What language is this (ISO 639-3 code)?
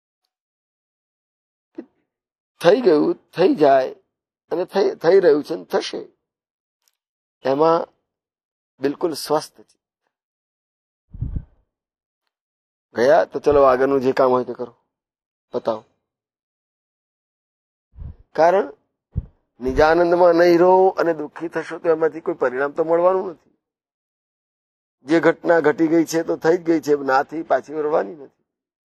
guj